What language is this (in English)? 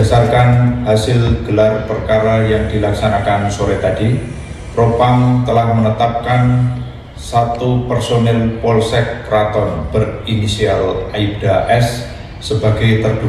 Indonesian